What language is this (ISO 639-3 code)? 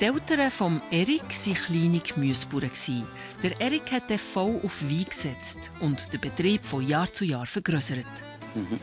gsw